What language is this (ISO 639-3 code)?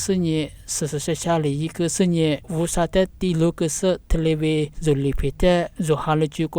lis